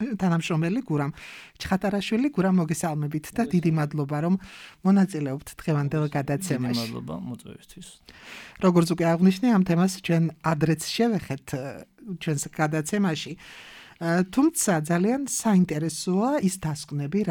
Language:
Georgian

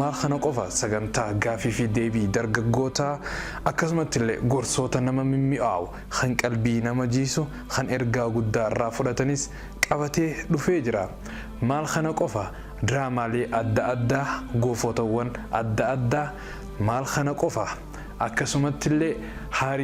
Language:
Oromo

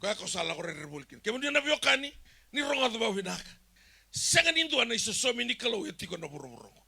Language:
Fijian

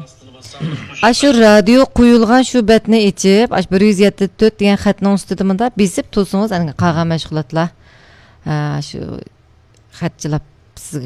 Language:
Uyghur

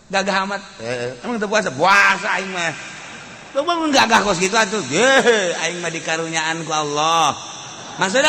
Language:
Sundanese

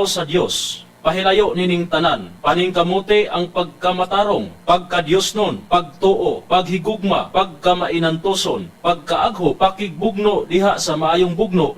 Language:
Cebuano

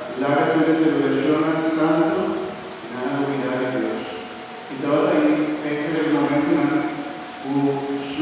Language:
Papiamento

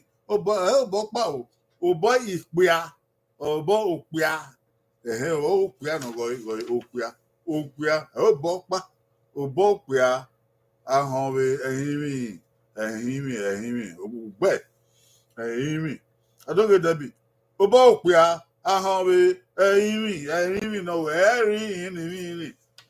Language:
Bini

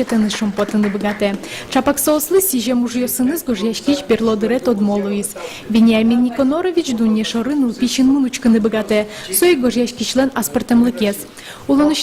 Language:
Udmurt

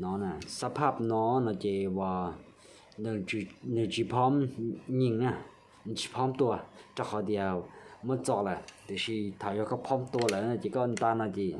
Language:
Hmong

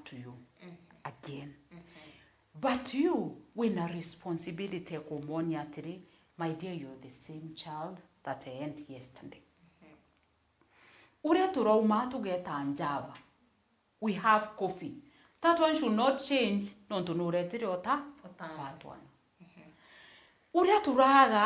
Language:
Meru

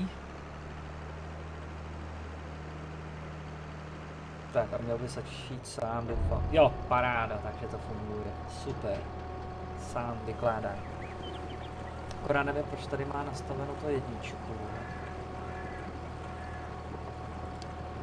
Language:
Czech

